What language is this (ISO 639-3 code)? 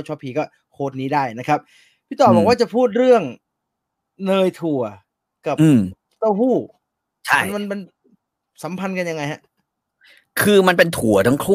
tha